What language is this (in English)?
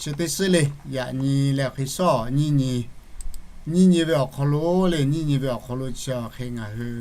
Lahu